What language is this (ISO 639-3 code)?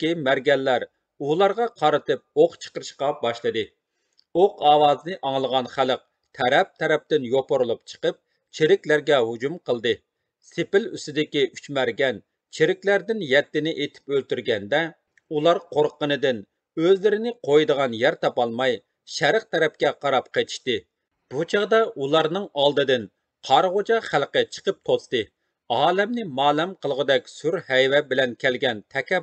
uig